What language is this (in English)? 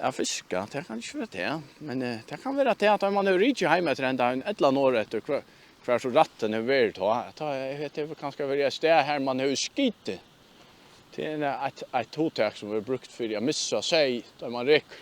Faroese